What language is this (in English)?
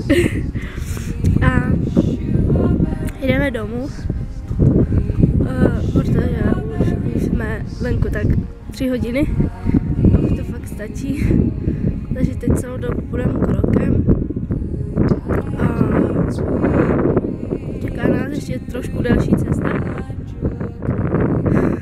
Czech